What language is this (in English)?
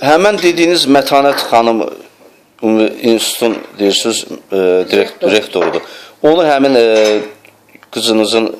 Azerbaijani